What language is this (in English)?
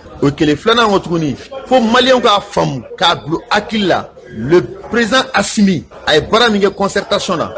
Bambara